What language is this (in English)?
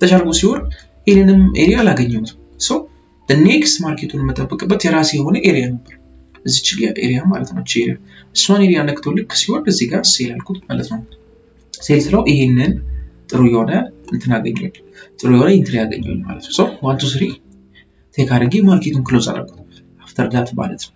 Amharic